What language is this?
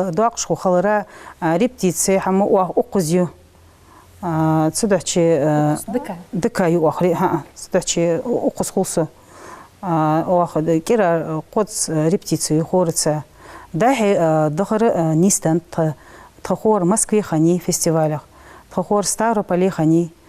Ingush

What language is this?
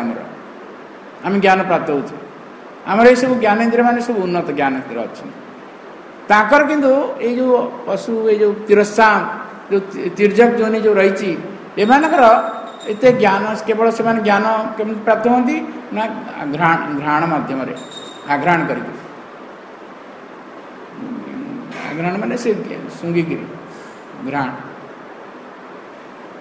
Odia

